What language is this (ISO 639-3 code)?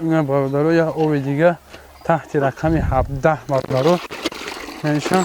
tgk